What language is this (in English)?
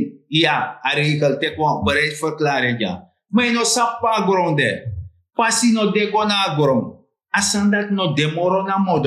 Sranan Tongo